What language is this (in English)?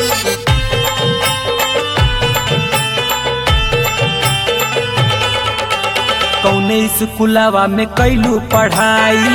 Bhojpuri